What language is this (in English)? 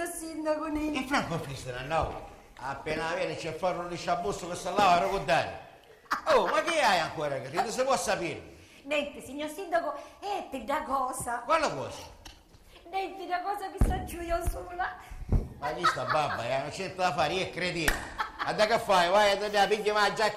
Sicilian